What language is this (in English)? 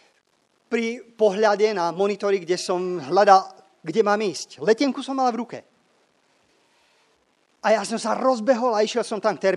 Slovak